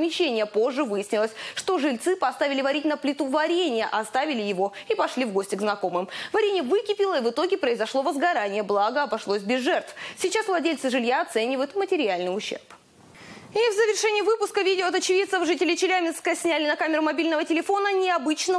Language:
Russian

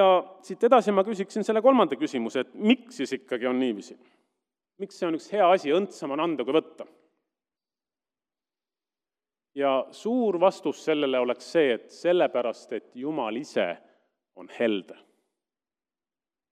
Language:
Estonian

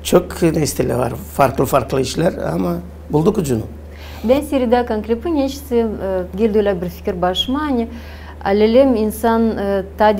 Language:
Gagauz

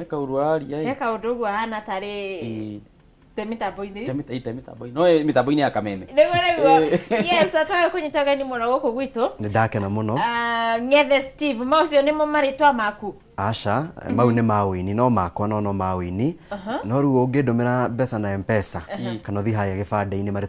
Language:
Kikuyu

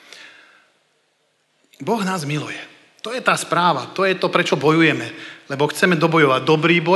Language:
Slovak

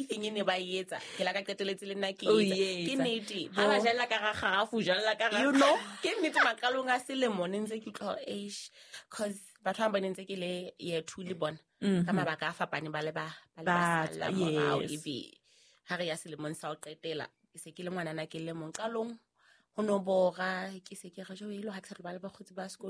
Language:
Southern Sotho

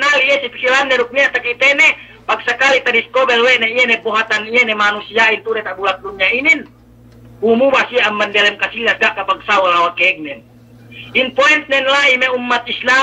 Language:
Yakan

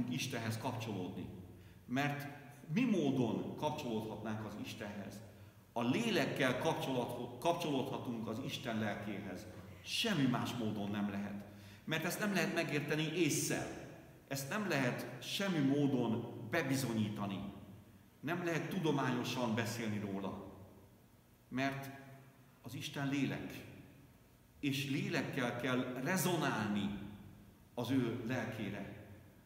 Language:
Hungarian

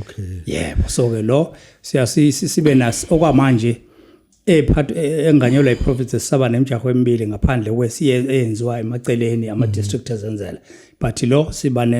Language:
Zulu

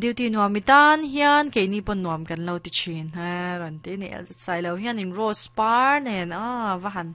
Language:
Mizo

